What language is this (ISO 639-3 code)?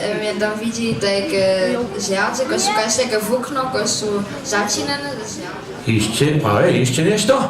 hsb